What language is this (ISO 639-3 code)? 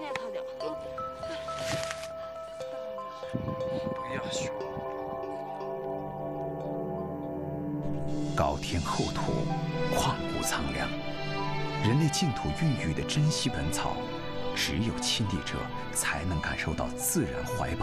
zho